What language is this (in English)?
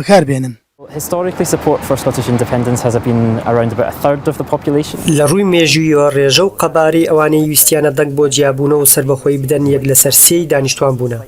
Central Kurdish